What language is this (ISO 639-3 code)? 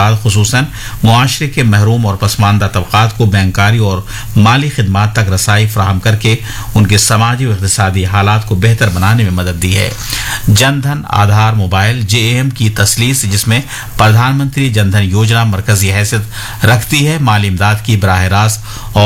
urd